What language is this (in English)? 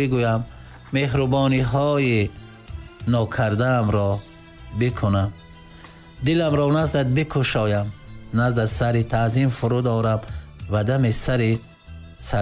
Tajik